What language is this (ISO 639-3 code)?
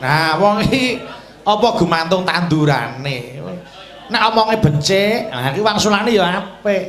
jav